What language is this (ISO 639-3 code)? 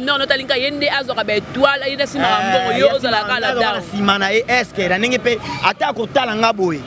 lin